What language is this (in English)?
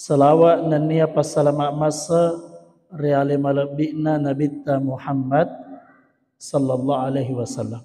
Buginese